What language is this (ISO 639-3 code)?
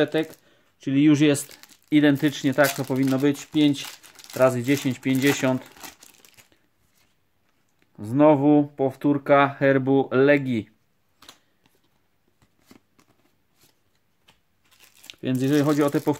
pol